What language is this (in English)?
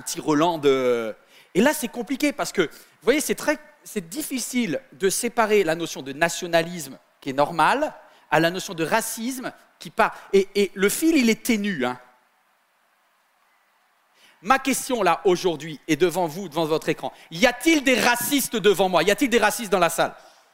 French